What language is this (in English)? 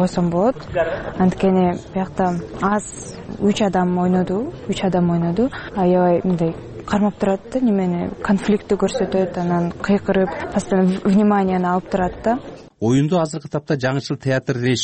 Kyrgyz